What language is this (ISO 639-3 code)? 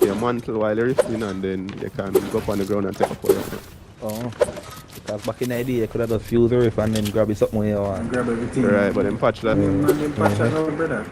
jam